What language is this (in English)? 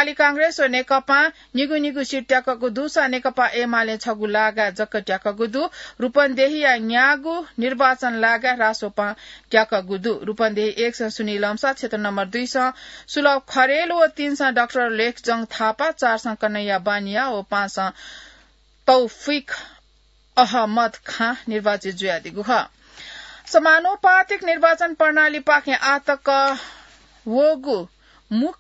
Newari